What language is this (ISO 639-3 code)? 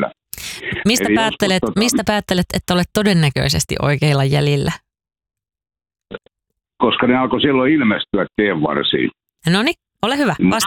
fin